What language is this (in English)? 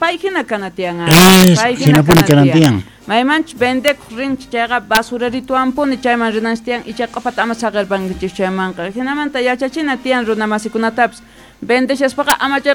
Quechua